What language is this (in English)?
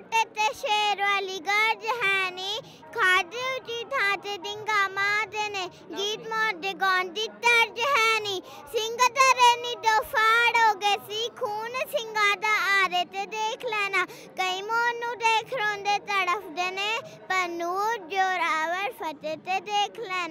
Punjabi